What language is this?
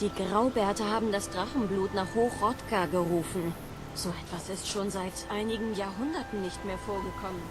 Swiss German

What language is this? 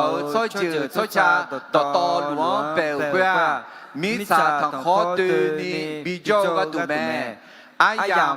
Akha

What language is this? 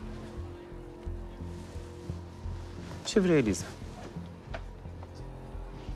Romanian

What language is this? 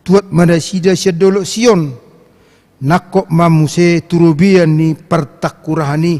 Batak Toba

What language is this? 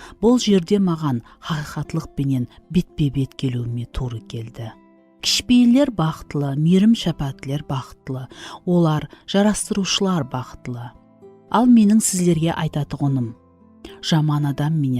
Kara-Kalpak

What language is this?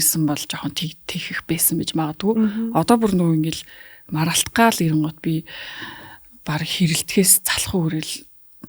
Mongolian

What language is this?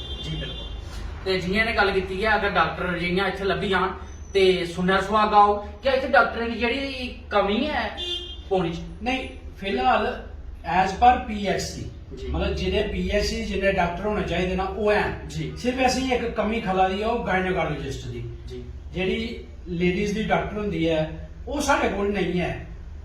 Dogri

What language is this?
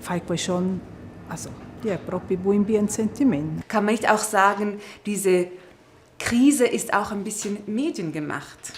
Romansh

